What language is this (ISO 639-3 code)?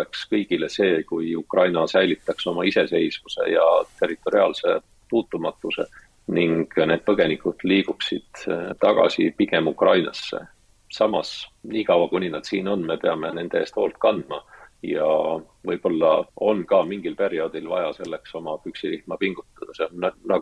est